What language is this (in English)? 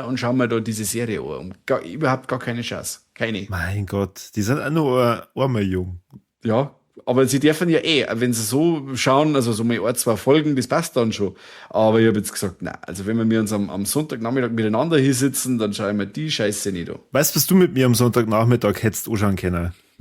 Bavarian